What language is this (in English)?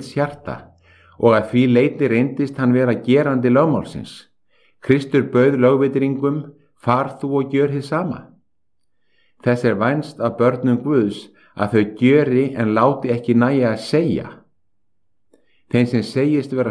Icelandic